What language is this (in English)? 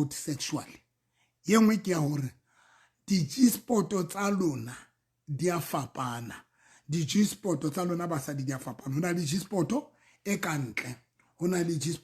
Southern Sotho